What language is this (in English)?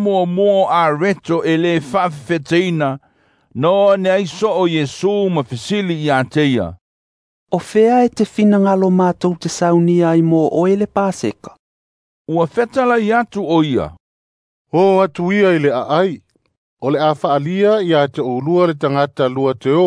Samoan